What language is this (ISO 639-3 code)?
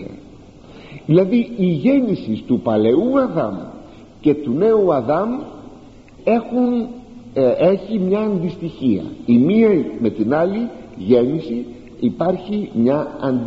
ell